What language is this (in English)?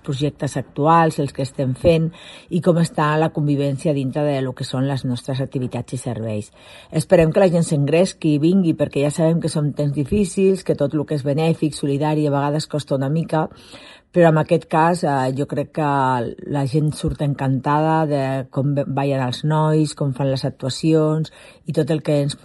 Catalan